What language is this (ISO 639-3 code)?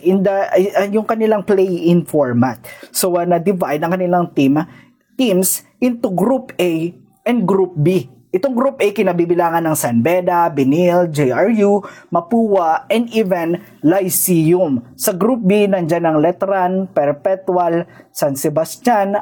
fil